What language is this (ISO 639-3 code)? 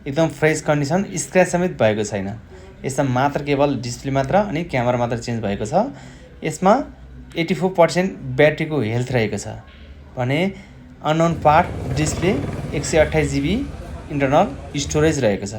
nep